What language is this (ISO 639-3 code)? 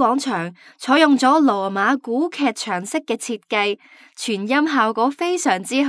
yue